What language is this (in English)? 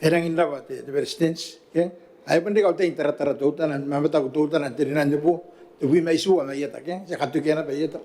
Gilbertese